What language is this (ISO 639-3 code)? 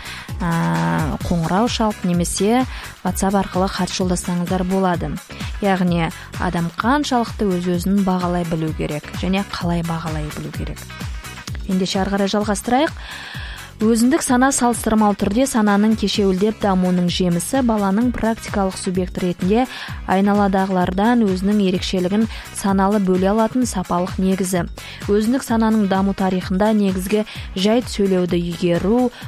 kaz